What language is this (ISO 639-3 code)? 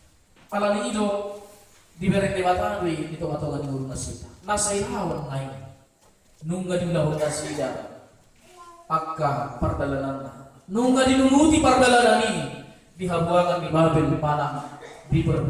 bbc